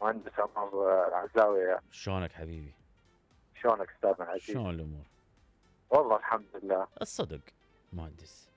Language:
Mesopotamian Arabic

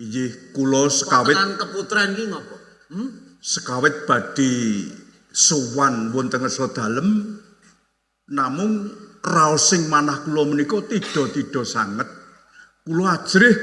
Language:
Javanese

